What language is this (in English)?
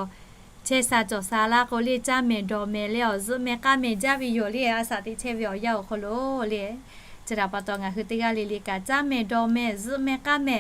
Lahu